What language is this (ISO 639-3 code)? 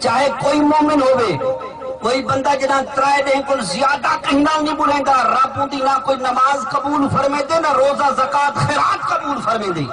skr